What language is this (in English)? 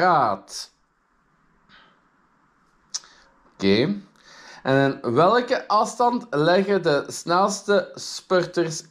Dutch